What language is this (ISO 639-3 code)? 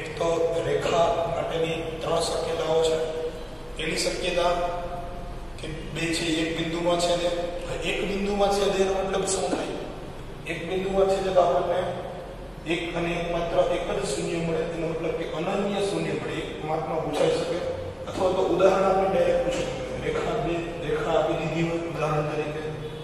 guj